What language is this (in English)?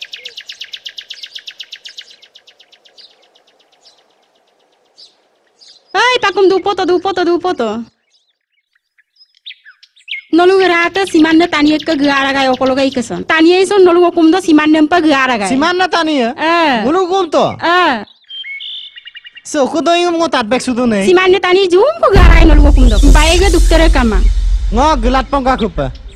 Mising